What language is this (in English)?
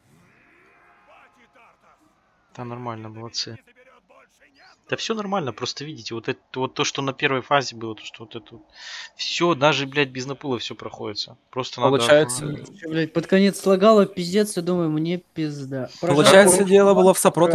Russian